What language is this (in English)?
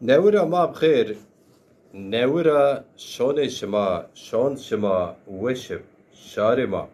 Zaza